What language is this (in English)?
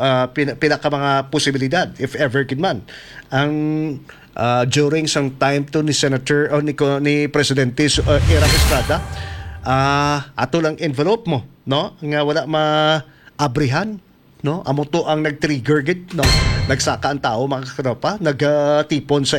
Hiligaynon